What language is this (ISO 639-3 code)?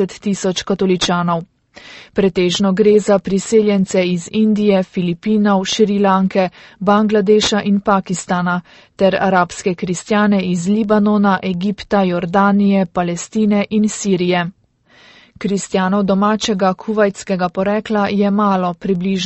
slv